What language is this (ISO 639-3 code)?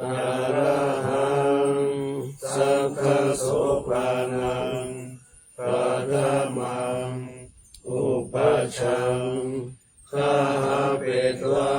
pli